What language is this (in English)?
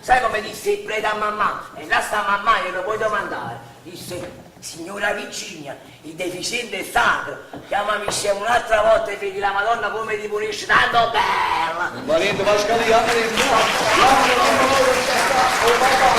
Neapolitan